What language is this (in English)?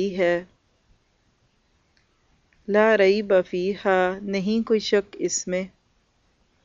Urdu